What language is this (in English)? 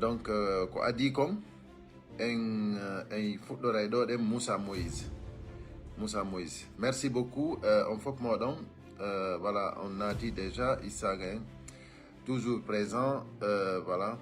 Fula